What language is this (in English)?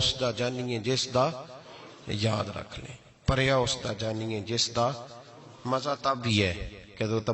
Western Panjabi